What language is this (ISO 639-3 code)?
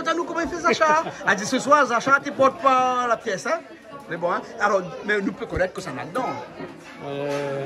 rcf